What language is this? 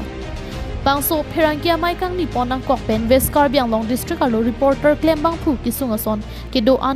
Karbi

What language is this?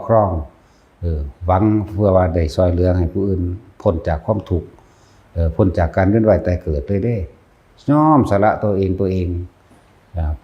Lao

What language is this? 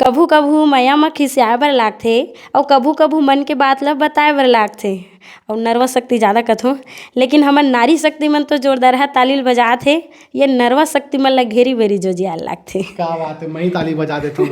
Chhattisgarhi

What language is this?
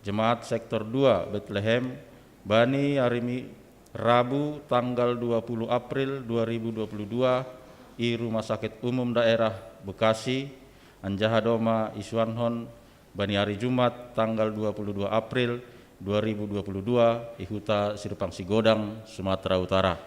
Batak Simalungun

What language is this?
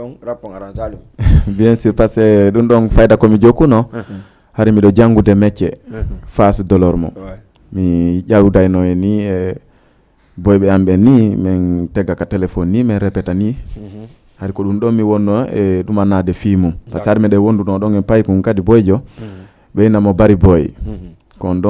Fula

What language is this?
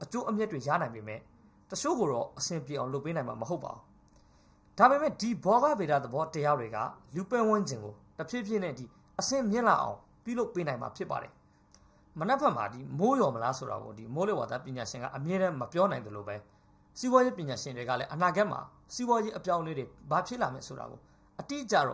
Burmese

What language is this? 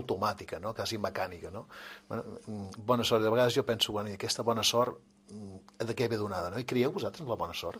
Catalan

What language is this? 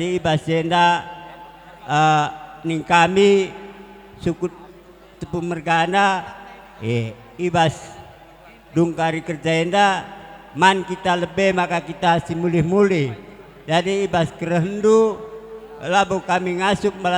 Batak Karo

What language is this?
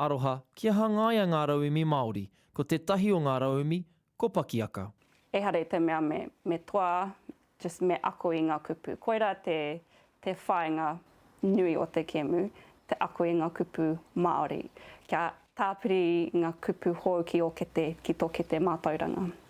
Māori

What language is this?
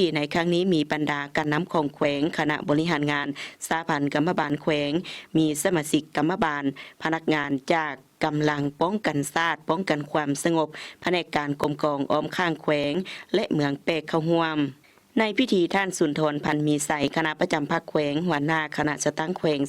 Lao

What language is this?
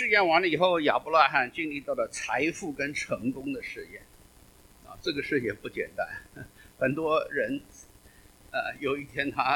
Chinese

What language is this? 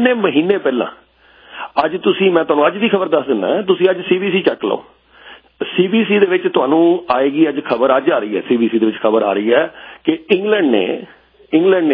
Punjabi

